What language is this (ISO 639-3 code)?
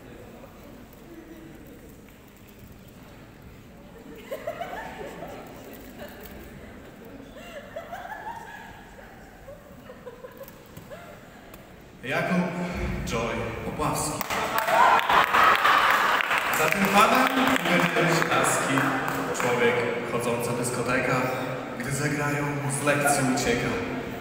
pol